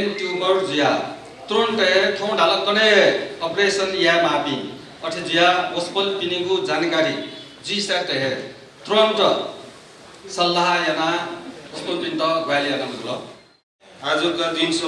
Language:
Newari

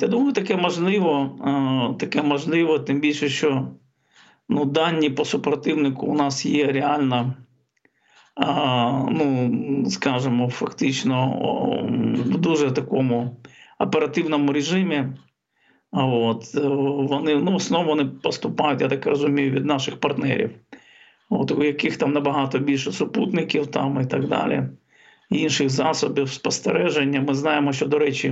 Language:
Ukrainian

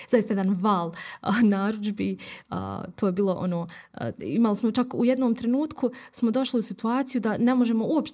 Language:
Bosnian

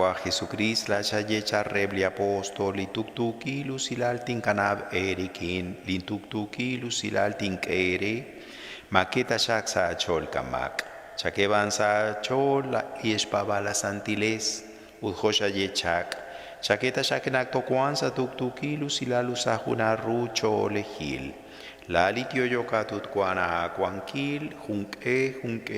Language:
Kekchí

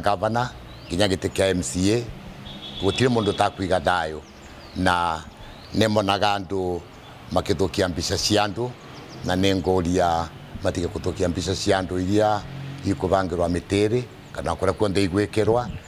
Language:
Meru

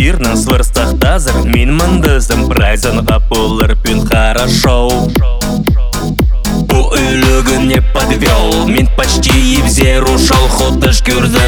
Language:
Khakas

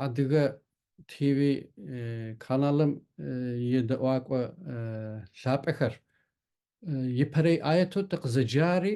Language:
Kabardian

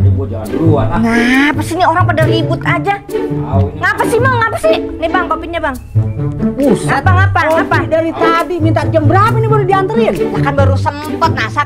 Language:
Betawi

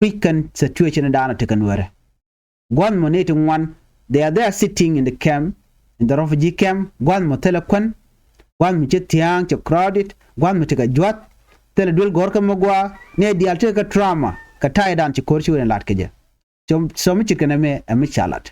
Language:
Nuer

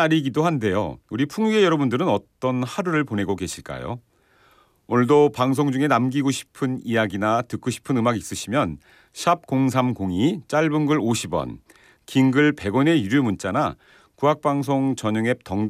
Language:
Korean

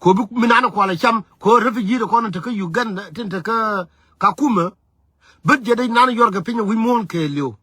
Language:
Nuer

